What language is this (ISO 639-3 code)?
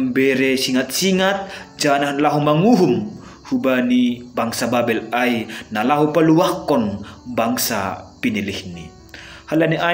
bts